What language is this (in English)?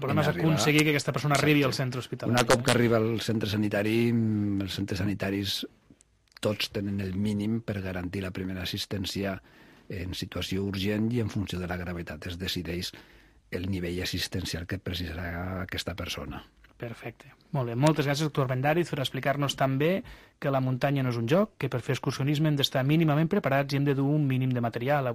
Catalan